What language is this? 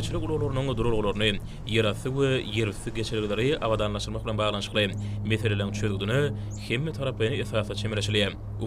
Turkmen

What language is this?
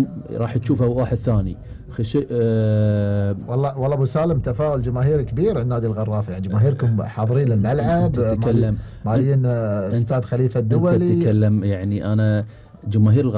Gulf Arabic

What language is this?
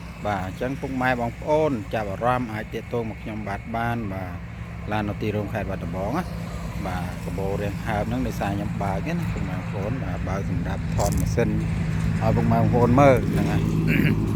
Khmer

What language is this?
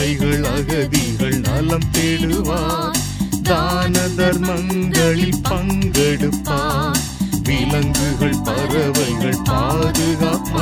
Tamil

